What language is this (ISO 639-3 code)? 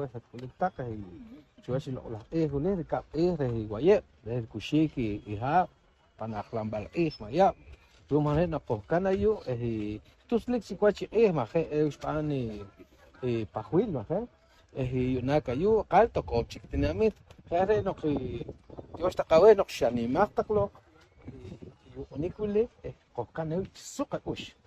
poh